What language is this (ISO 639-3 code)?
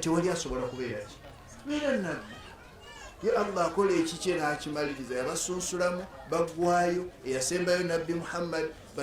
lug